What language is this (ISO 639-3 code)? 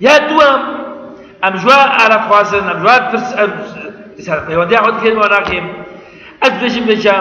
kur